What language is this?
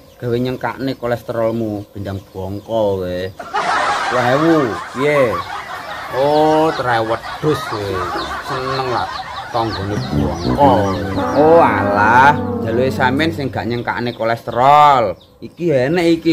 Javanese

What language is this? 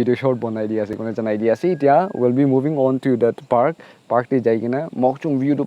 Naga Pidgin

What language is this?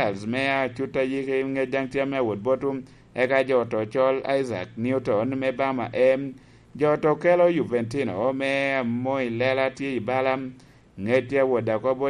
Lango (Uganda)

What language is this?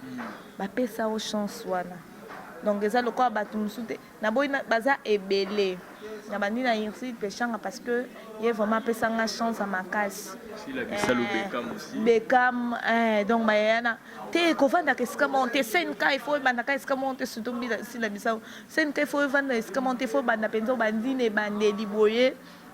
Lingala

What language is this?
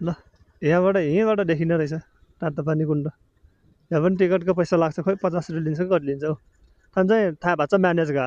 Nepali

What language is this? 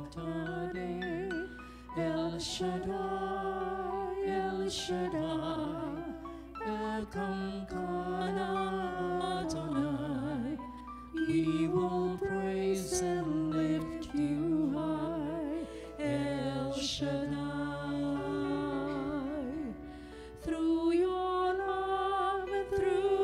Filipino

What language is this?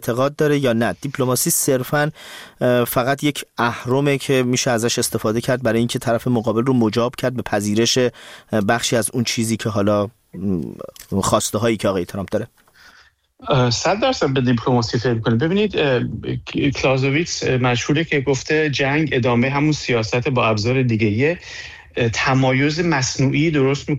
Persian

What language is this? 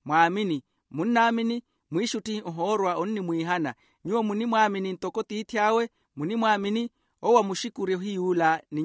Makhuwa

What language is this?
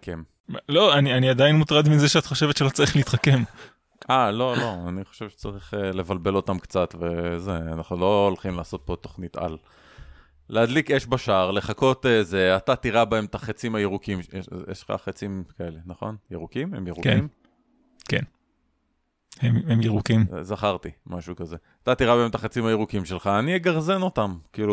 Hebrew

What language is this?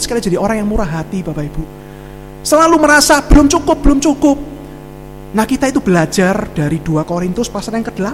Indonesian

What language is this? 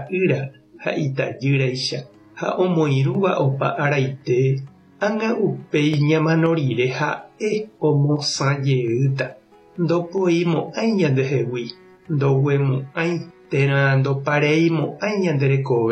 Guarani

